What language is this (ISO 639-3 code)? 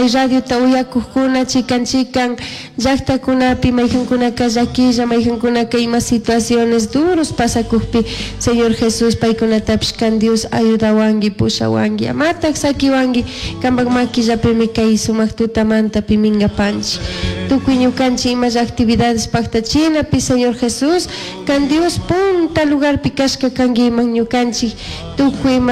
qug